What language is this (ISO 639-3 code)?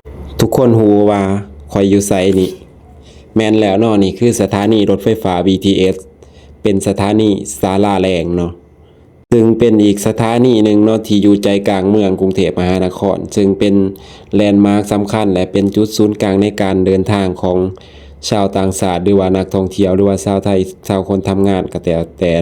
lao